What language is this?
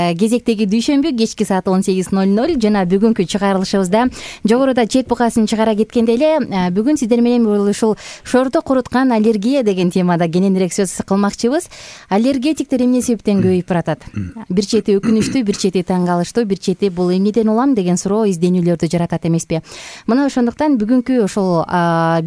Kyrgyz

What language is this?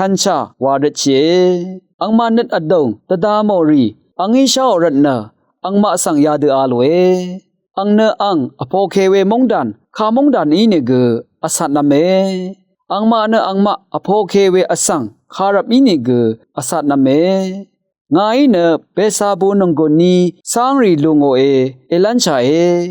Rawang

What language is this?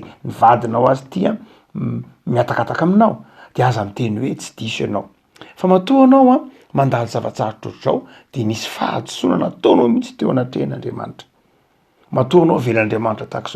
Malagasy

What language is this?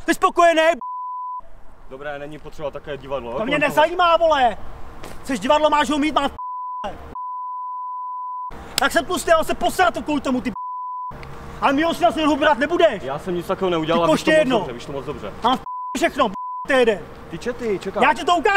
Czech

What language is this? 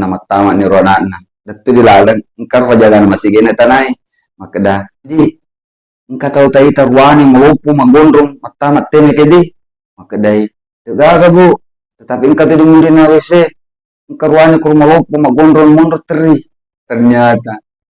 Buginese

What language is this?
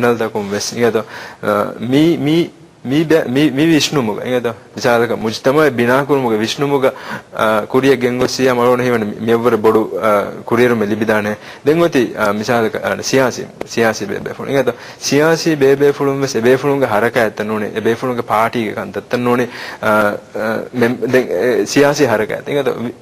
Divehi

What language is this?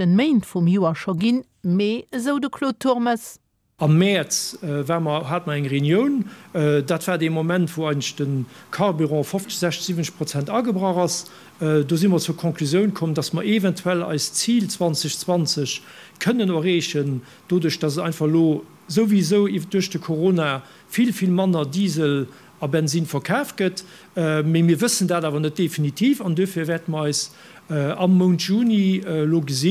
Luxembourgish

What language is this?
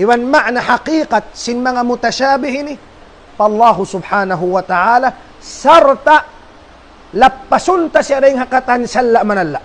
Tausug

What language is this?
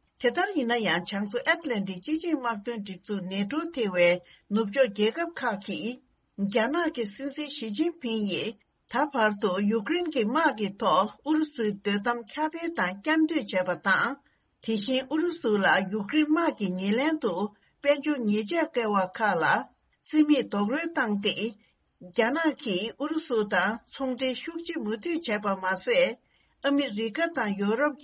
Tibetan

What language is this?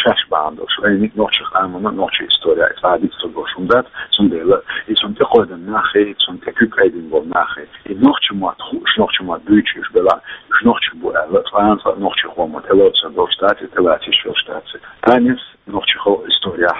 Chechen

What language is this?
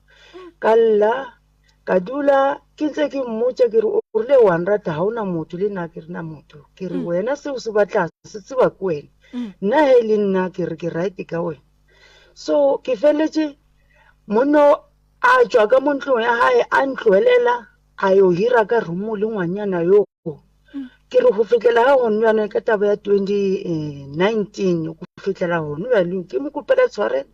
Northern Sotho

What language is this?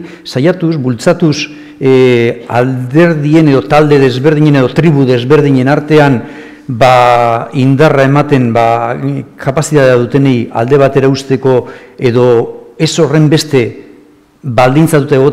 Basque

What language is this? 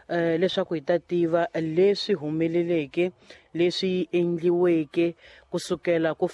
Tsonga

